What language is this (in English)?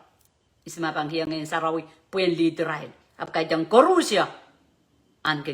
Pohnpeian